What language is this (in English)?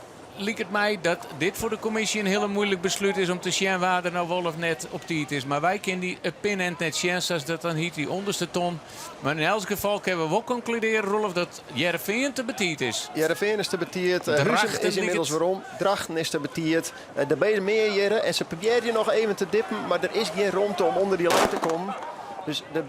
Western Frisian